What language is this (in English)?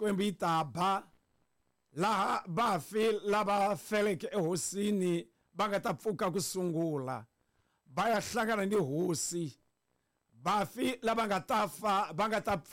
Tsonga